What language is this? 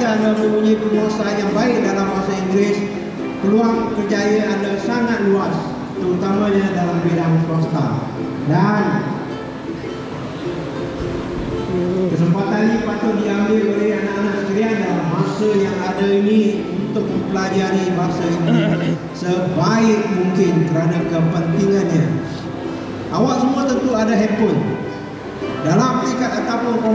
Malay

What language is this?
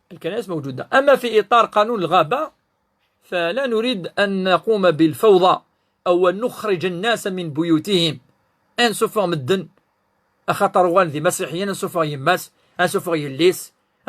Kabyle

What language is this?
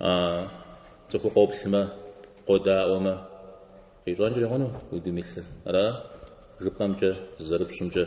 Kabardian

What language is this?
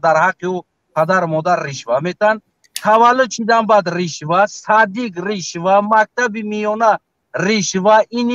Tajik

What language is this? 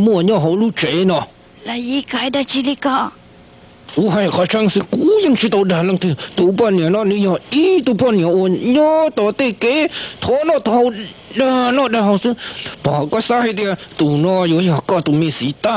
Hmong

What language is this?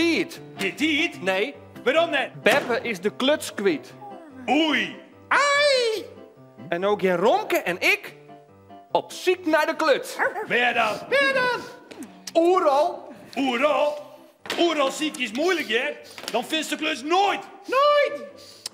Western Frisian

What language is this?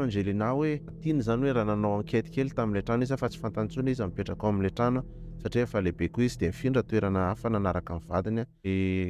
Malagasy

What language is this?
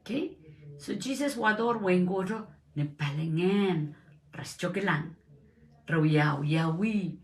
Pohnpeian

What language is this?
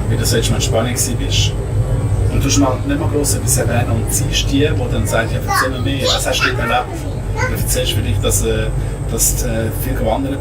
Swiss German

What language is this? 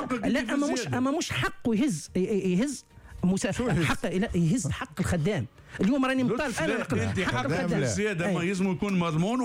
Tunisian Arabic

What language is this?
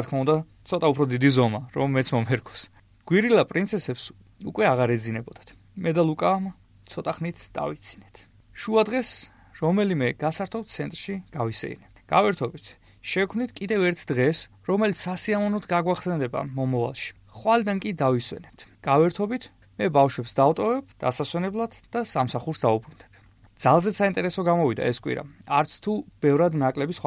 Georgian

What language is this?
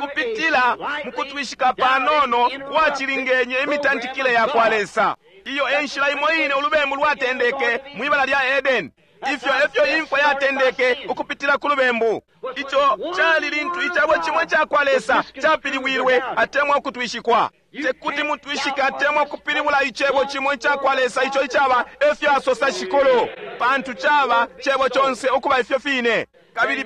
Bemba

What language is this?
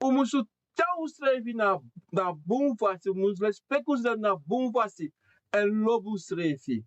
Sranan Tongo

